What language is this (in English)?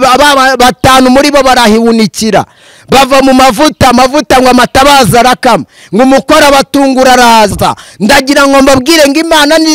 Kinyarwanda